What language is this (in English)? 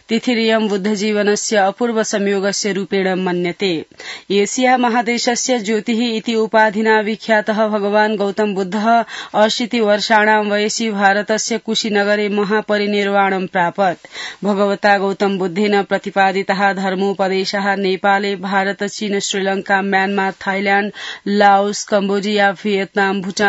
Sanskrit